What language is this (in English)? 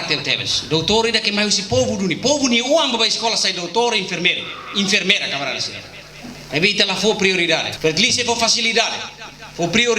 Tetum